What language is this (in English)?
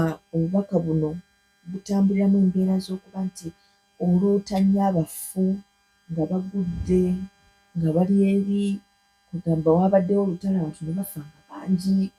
Ganda